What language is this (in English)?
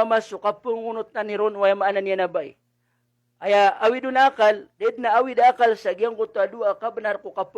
Maranao